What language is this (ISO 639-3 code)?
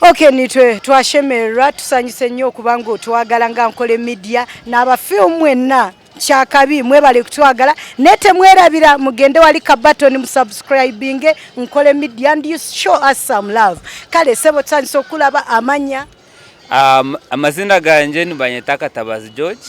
nyn